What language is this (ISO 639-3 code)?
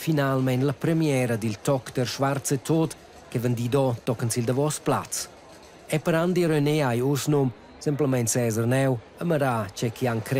roh